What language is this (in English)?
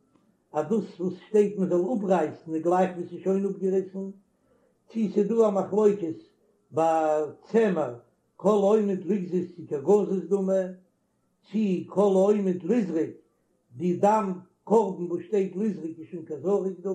Yiddish